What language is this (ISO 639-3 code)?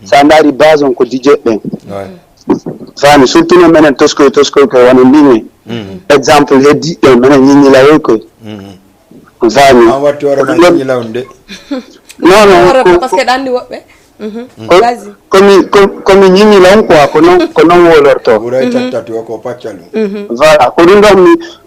ful